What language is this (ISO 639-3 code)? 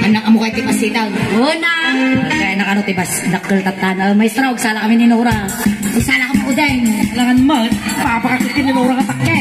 ilo